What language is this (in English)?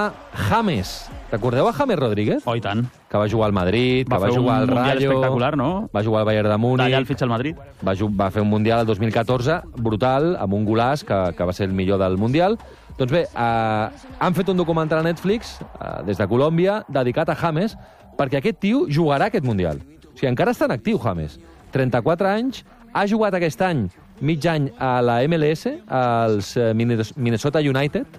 Catalan